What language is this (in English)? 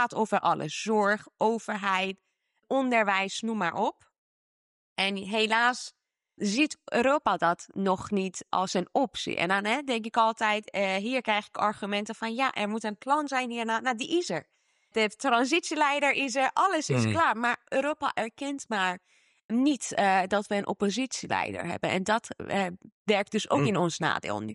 Dutch